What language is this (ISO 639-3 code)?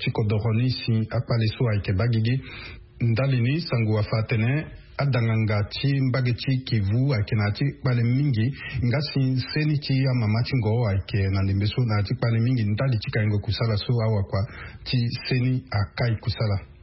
sag